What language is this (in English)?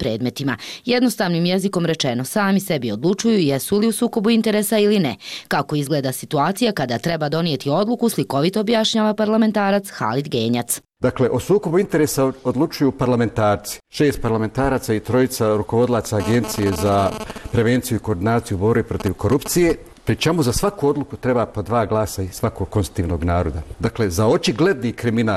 Bosnian